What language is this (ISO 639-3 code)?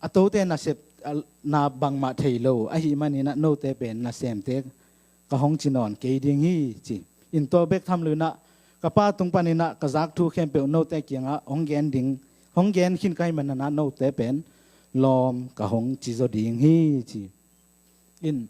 ctd